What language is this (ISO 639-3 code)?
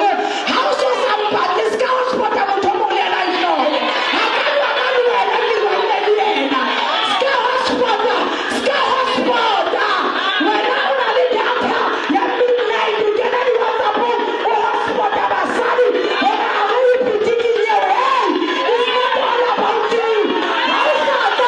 sot